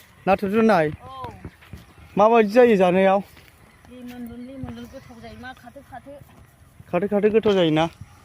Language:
Bodo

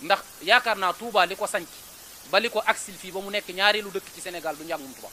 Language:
Wolof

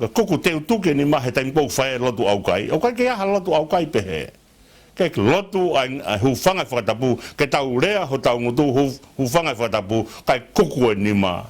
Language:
Tongan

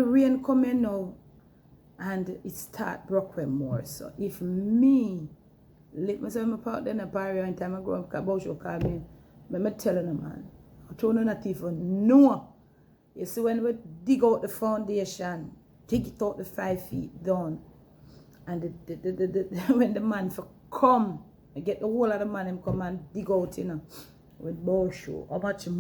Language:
Jamaican Creole English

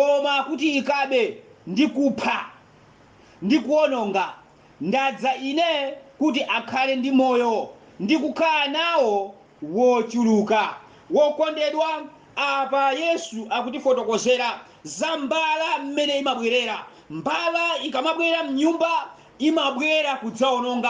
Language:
Nyanja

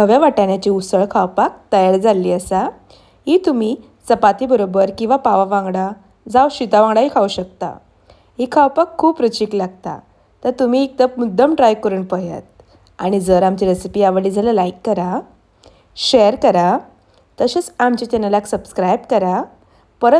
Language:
Konkani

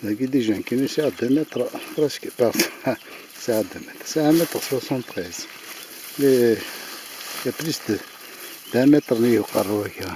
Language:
Kabyle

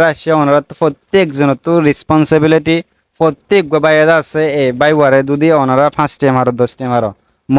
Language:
Rohingya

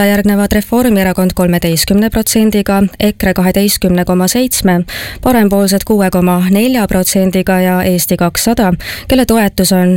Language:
Estonian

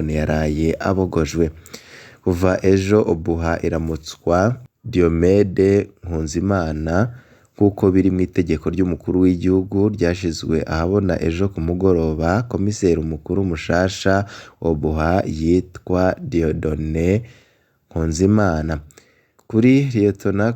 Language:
Rundi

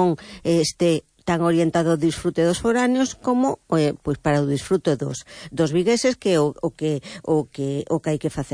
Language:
Galician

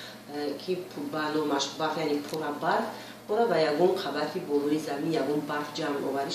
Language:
Tajik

